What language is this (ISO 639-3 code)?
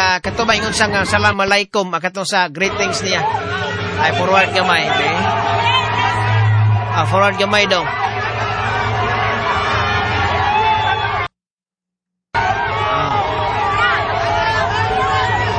ceb